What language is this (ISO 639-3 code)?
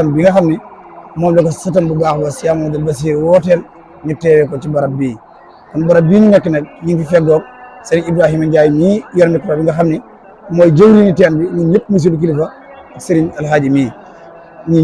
wol